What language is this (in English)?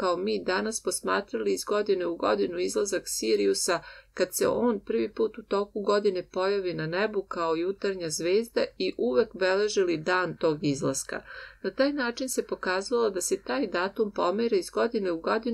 Serbian